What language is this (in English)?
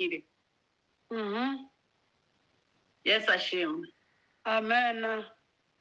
Kinyarwanda